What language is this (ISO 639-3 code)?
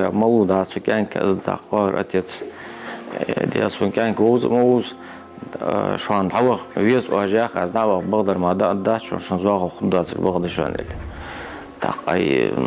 inh